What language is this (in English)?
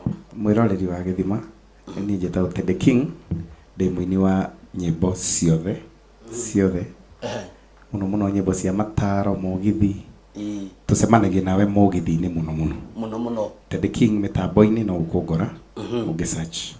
Kikuyu